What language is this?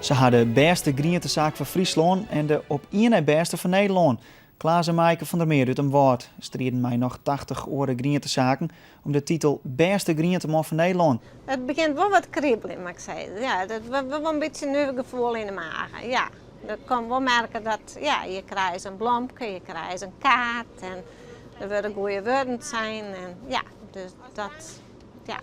Western Frisian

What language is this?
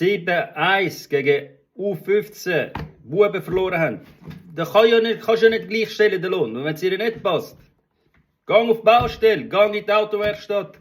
Swiss German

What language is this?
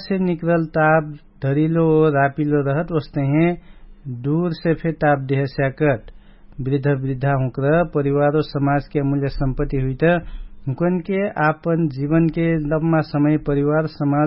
Dangaura Tharu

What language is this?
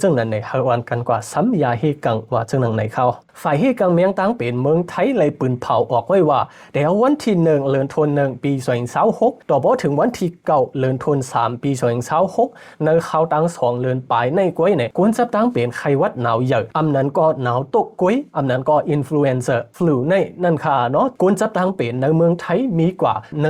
Shan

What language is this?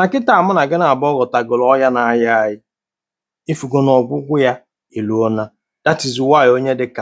Igbo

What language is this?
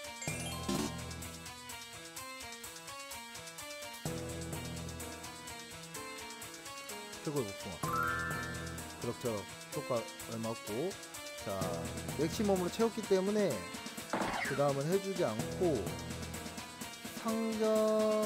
Korean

